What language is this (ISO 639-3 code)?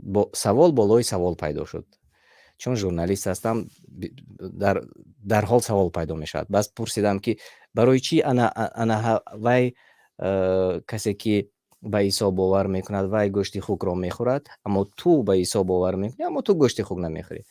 tgk